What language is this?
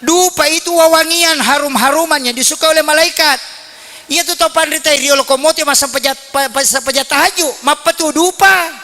Buginese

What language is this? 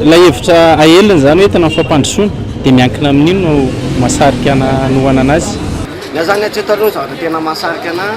Malagasy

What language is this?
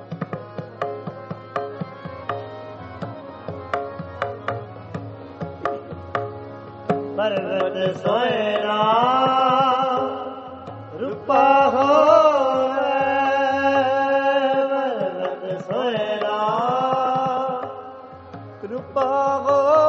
Punjabi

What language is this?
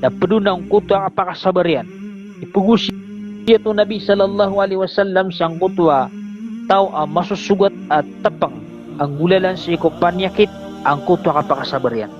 Maranao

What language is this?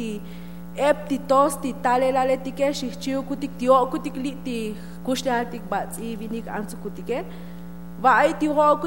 Tzotzil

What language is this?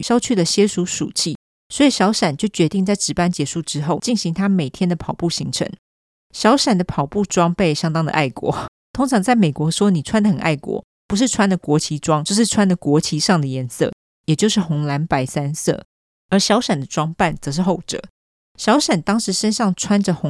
Chinese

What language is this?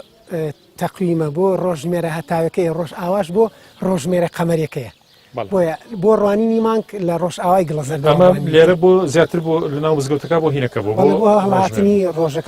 Central Kurdish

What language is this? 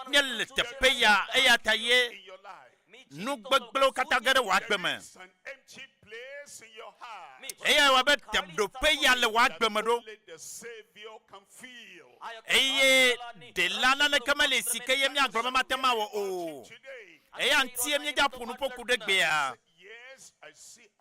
Ewe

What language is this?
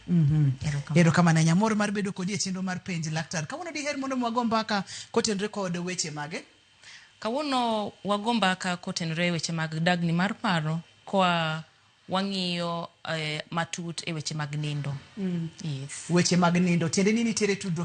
Luo (Kenya and Tanzania)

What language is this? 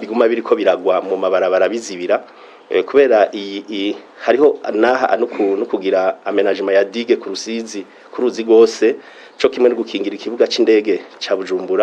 Rundi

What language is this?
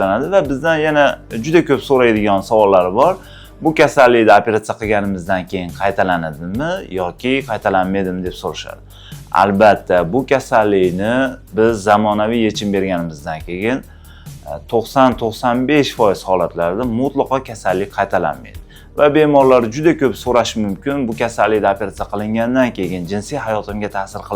Uzbek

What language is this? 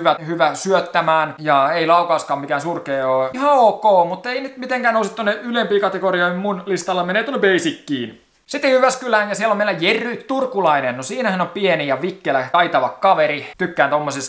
Finnish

